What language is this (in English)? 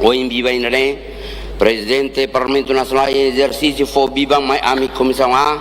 Tetum